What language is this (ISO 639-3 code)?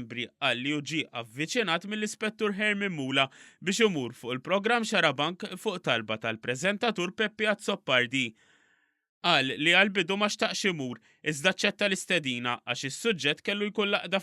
mlt